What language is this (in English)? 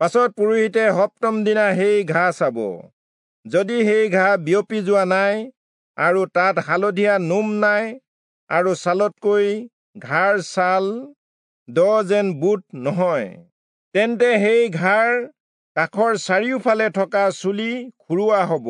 Assamese